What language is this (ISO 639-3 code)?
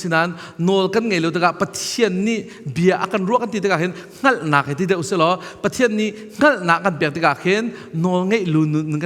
cnh